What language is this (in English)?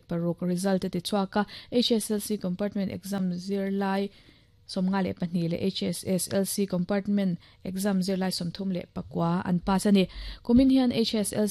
Mizo